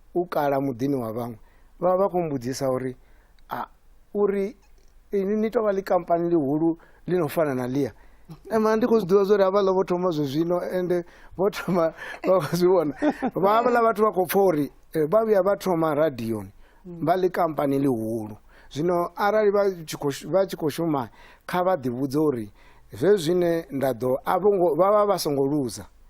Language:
Venda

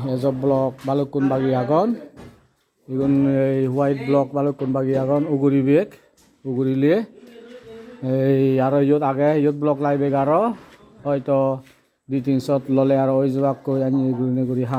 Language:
Chakma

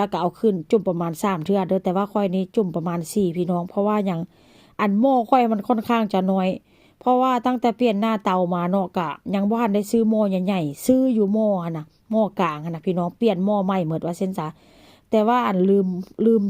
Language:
Northeastern Thai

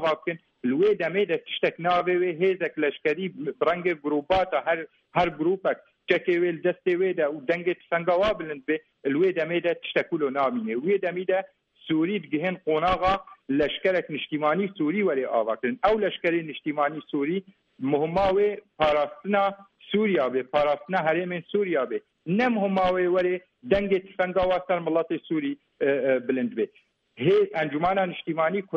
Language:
Kurdish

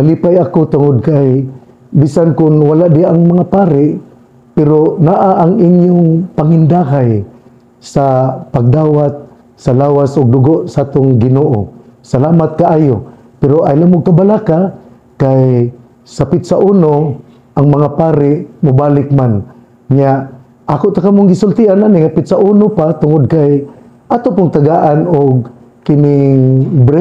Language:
Cebuano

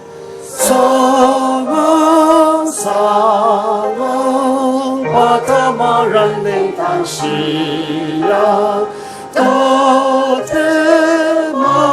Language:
Ao Naga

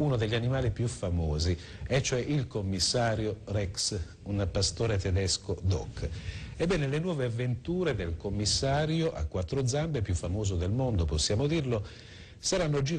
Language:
Italian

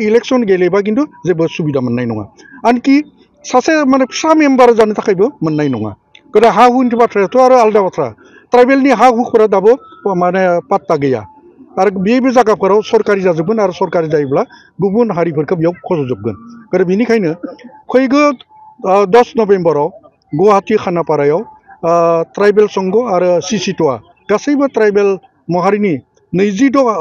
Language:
Bodo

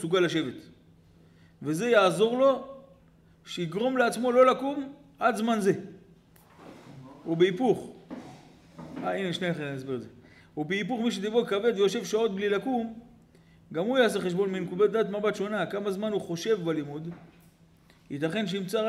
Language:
Hebrew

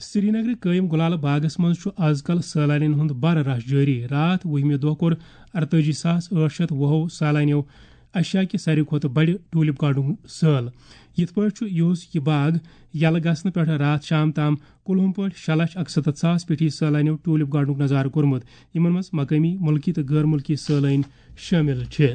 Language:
Kashmiri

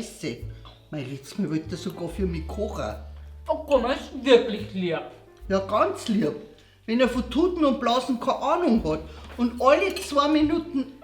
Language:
Bavarian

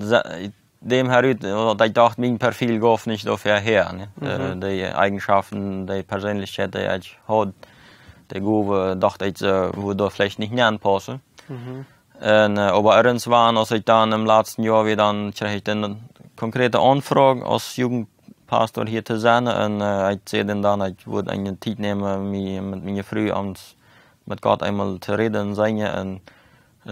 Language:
Plautdietsch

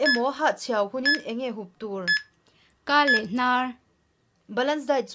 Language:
Mizo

